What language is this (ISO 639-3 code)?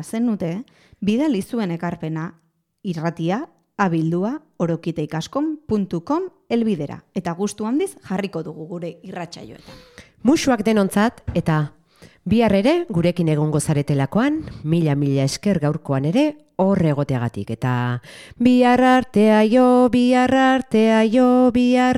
eus